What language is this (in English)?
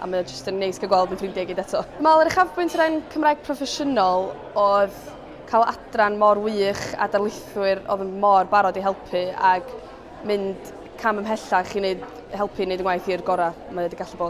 Welsh